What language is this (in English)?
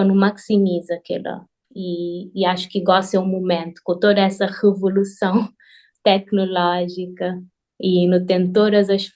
Kabuverdianu